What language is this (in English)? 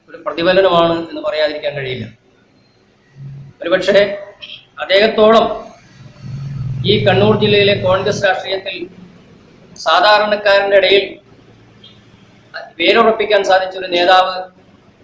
Malayalam